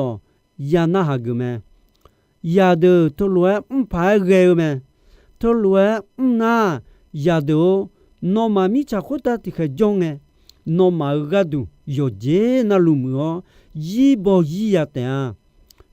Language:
Akha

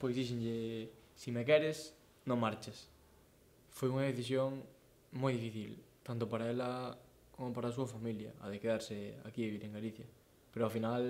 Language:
Galician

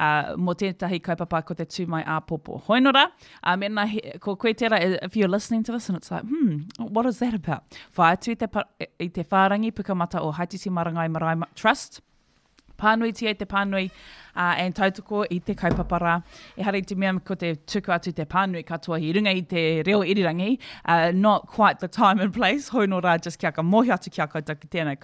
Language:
Māori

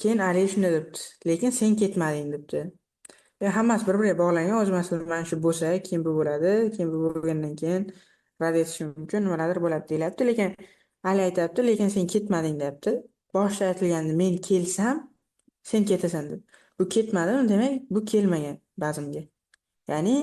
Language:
Uzbek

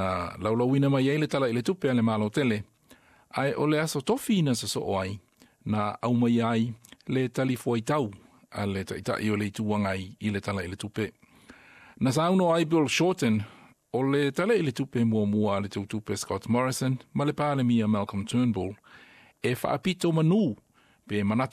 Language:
Samoan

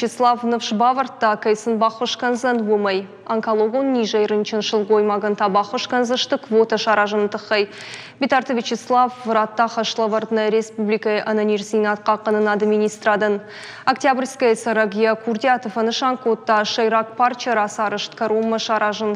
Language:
Ossetic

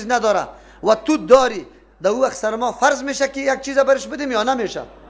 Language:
Persian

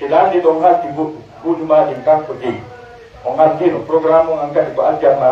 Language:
Pular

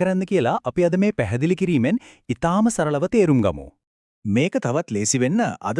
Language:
Sinhala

